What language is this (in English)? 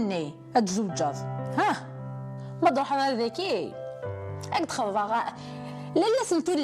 Kabyle